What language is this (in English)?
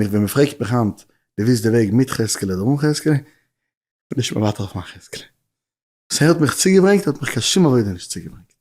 Yiddish